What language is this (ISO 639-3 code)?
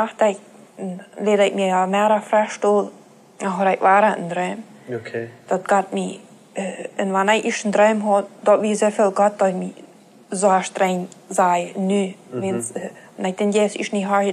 pdt